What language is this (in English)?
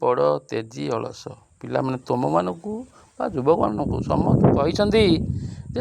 Odia